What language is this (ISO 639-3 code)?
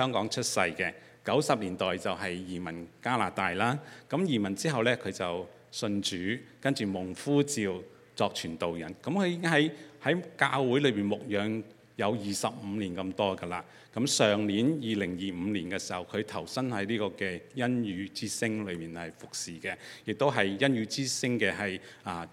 yue